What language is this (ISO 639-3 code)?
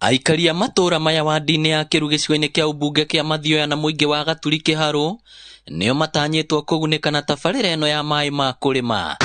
kik